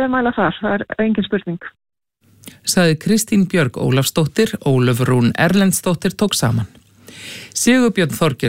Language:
Icelandic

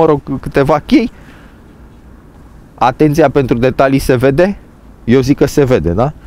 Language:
Romanian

